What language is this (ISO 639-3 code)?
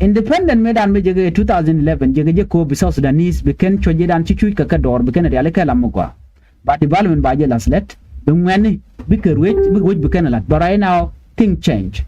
nus